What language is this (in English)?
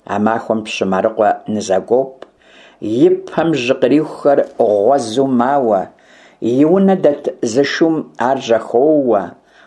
Kabardian